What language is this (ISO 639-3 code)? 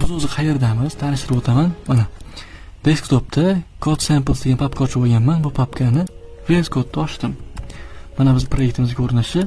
uzb